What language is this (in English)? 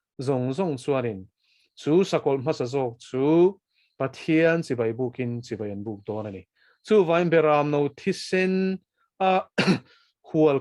Mizo